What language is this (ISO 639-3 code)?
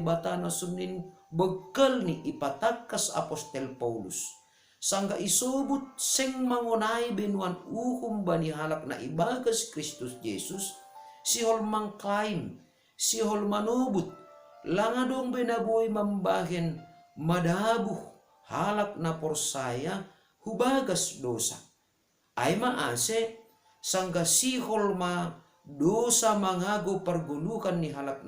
bts